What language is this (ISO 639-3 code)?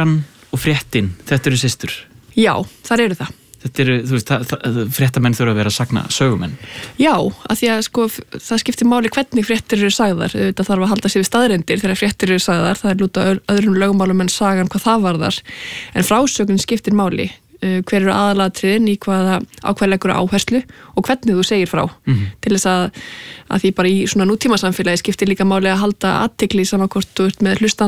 isl